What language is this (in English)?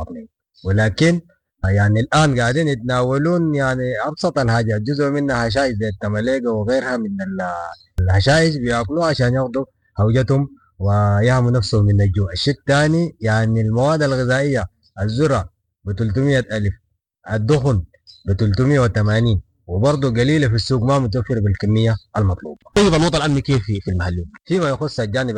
Sudanese Arabic